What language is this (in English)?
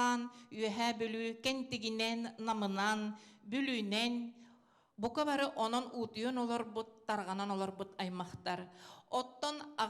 Yakut